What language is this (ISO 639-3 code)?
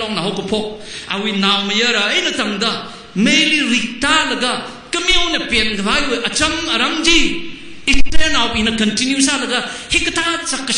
nmf